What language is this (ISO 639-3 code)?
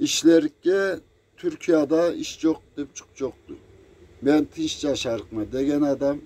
krc